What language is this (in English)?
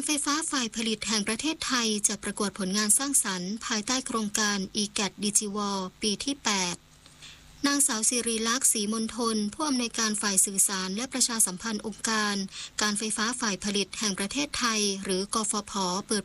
Thai